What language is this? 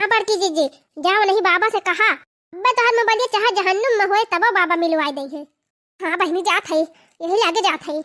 Bhojpuri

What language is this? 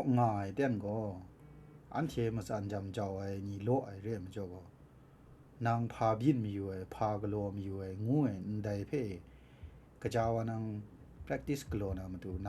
Kachin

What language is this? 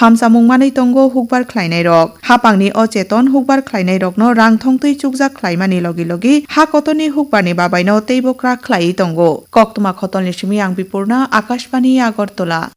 Kok Borok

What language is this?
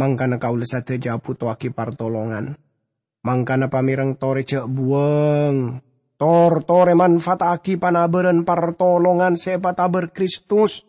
Madurese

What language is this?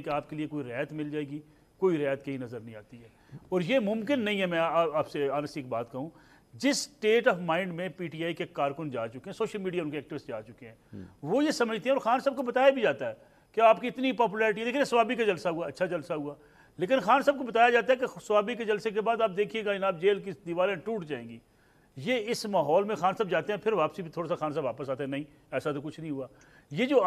Urdu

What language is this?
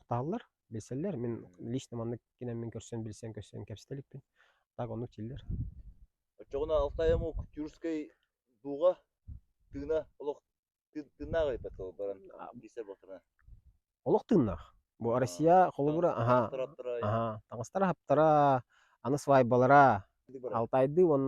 Yakut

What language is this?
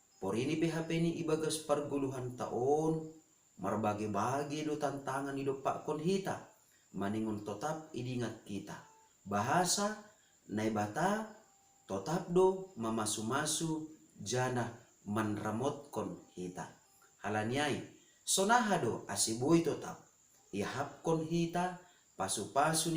Batak Simalungun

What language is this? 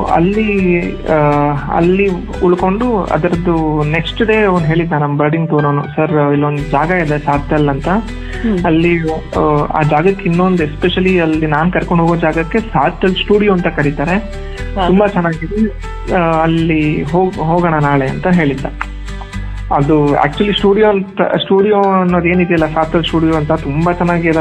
Kannada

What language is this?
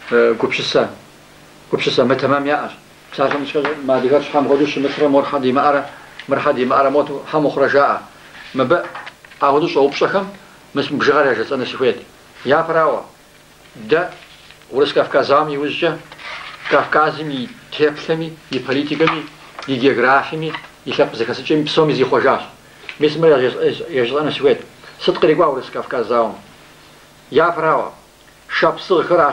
Kabardian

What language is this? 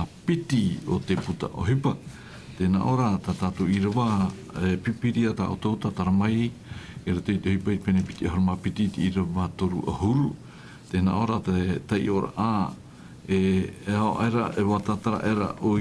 Tahitian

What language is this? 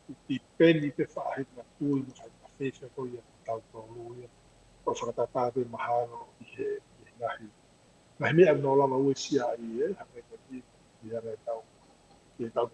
Tongan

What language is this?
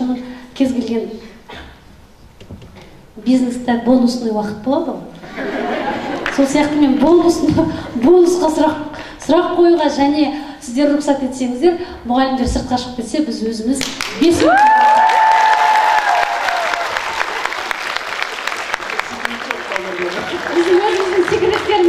Kazakh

